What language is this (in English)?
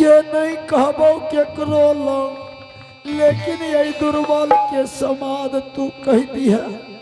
Angika